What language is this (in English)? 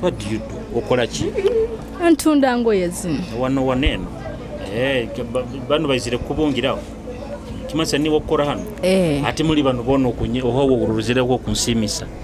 Nyoro